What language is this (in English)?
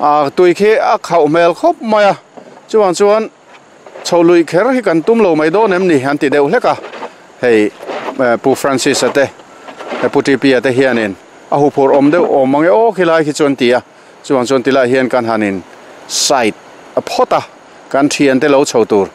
Mizo